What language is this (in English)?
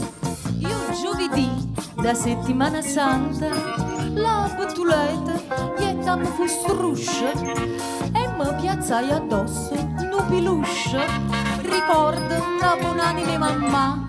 Neapolitan